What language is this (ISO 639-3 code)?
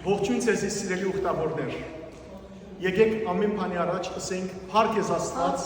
hyw